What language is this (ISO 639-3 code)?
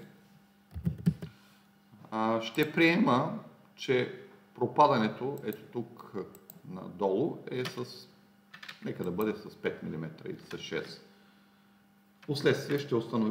bul